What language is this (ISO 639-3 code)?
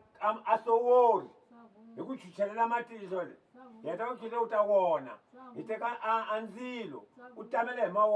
tso